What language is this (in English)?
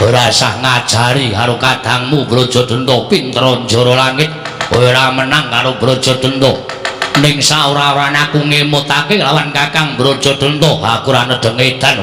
Javanese